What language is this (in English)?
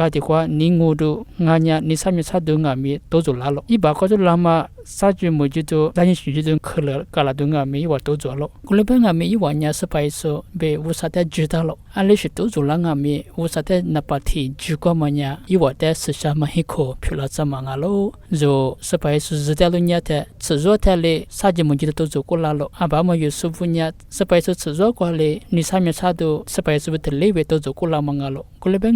Lisu